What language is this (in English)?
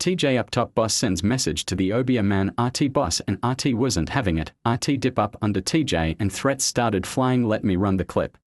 Jamaican Creole English